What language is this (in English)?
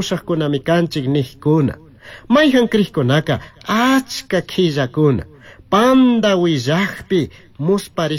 Chimborazo Highland Quichua